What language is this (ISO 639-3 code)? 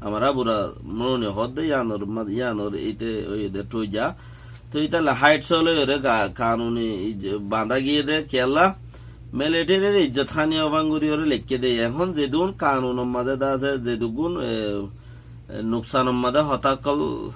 rhg